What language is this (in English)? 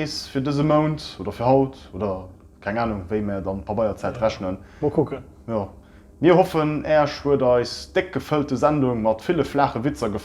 Luxembourgish